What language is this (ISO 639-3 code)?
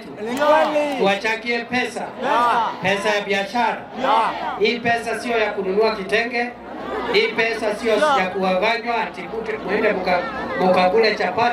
mer